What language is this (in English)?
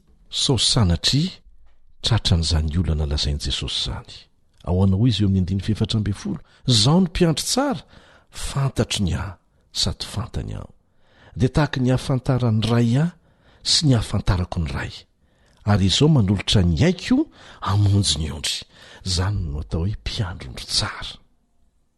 Malagasy